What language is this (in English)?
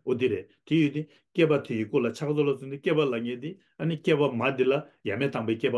Tibetan